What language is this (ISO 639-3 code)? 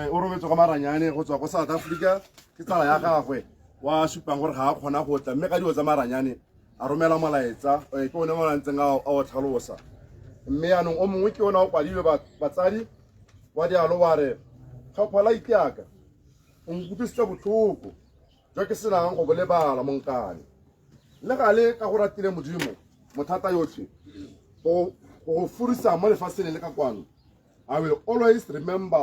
tsn